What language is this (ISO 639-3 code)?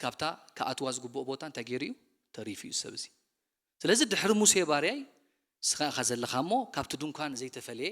tir